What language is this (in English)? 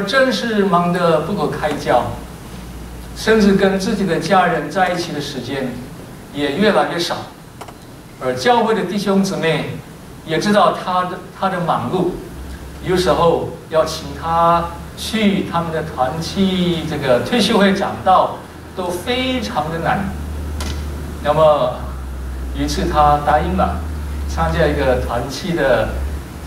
Chinese